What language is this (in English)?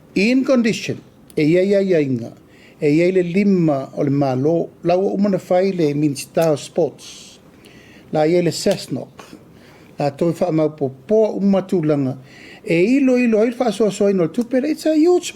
Samoan